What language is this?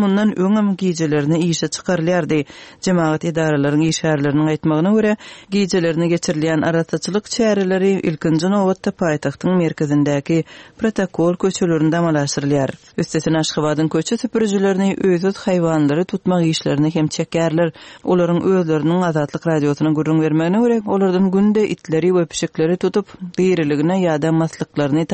Turkmen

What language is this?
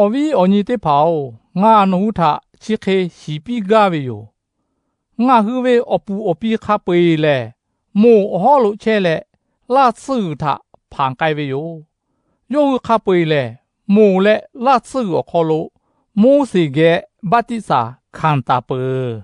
Lahu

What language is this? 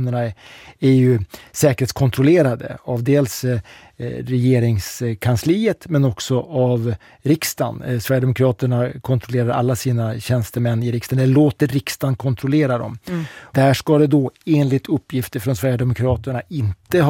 Swedish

